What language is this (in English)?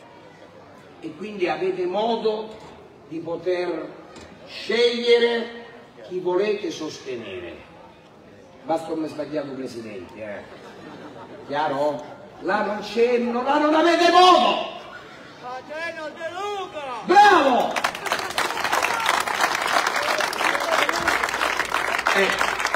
Italian